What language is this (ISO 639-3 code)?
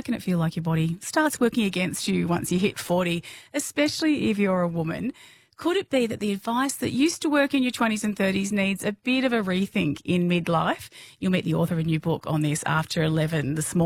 eng